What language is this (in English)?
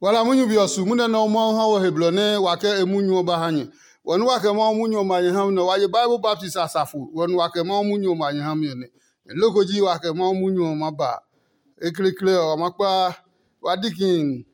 Adangme